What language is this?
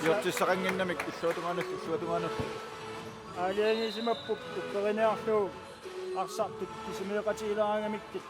Kalaallisut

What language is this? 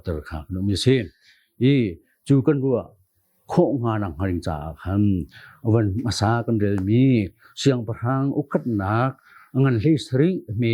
Hakha Chin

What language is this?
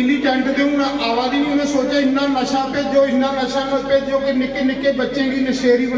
Dogri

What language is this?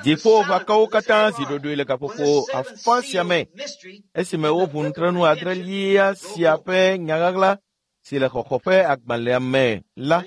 Ewe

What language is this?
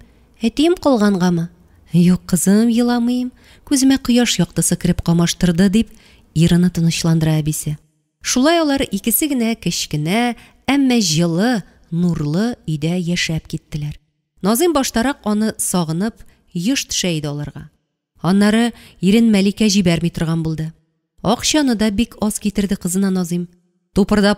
Tatar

